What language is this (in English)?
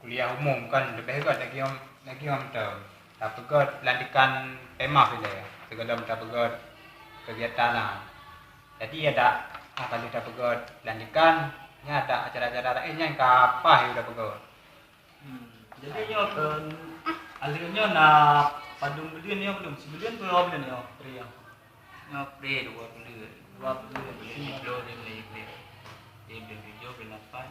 Achinese